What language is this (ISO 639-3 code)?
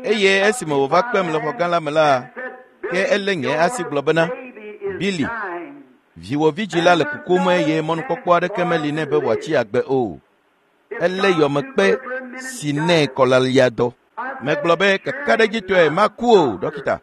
ewe